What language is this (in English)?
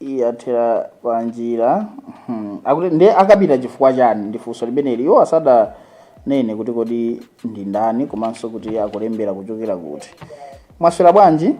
Nyanja